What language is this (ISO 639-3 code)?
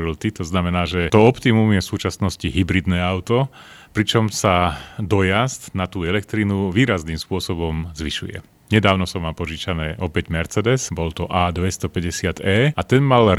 slk